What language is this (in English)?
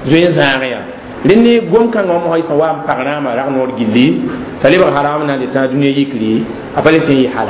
Mossi